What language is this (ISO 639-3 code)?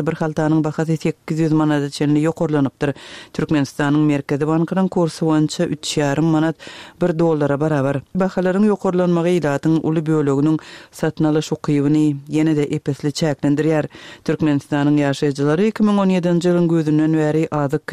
tuk